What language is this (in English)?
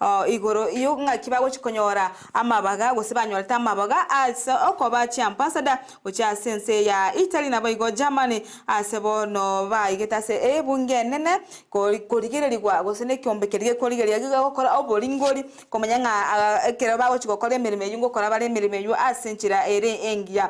Gusii